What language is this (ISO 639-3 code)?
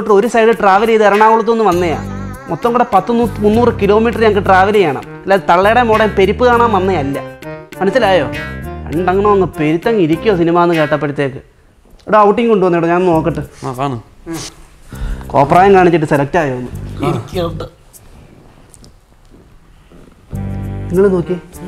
mal